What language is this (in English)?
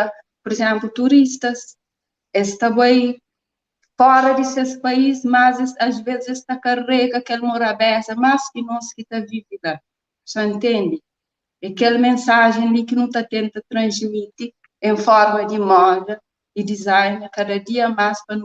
Kabuverdianu